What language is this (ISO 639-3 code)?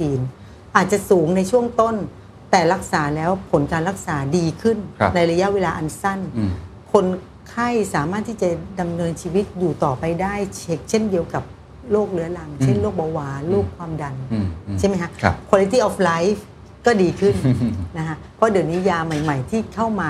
tha